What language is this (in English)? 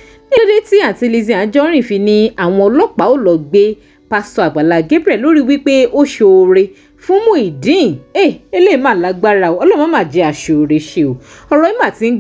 Yoruba